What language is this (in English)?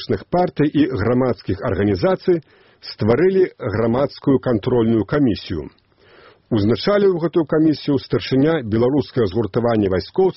Belarusian